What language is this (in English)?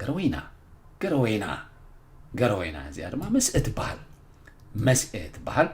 Tigrinya